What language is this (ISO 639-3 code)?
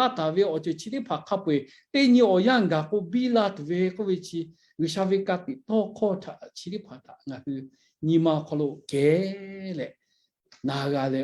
lhu